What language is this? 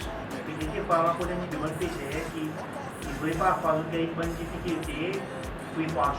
Seselwa Creole French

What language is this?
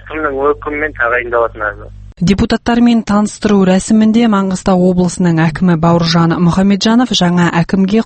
Kazakh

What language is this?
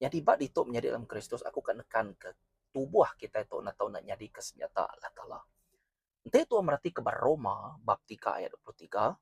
Iban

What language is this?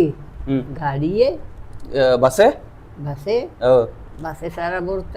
Baluchi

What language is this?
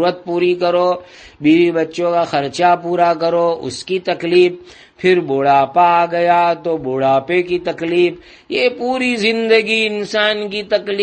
Urdu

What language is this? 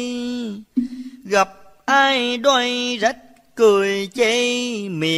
Vietnamese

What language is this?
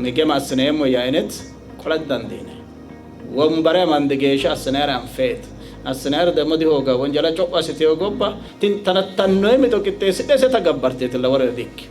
Sidamo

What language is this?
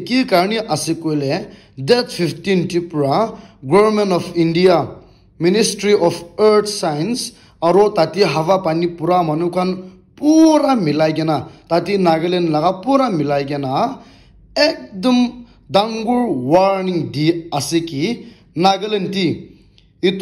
Naga Pidgin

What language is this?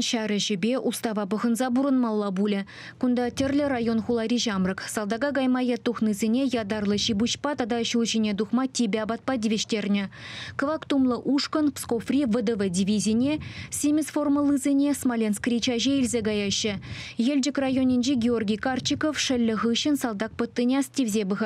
Chuvash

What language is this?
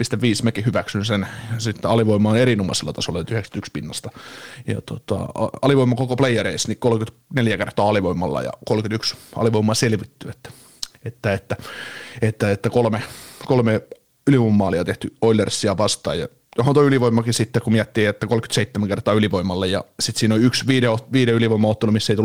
Finnish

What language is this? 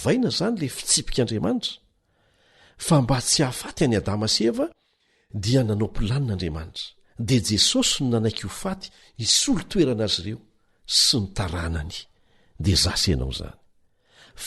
Malagasy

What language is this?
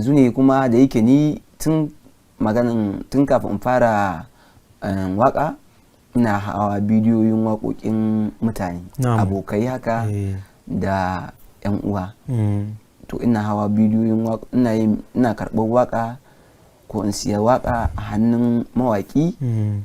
Hausa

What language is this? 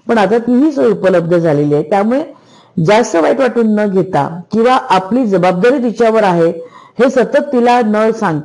Marathi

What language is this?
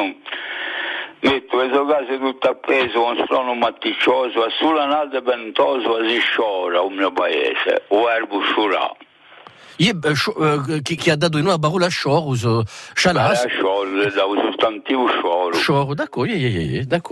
Italian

